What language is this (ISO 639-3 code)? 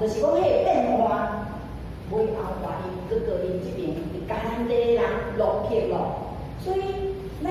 nan